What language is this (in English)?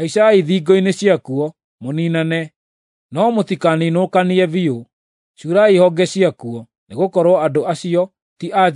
Kikuyu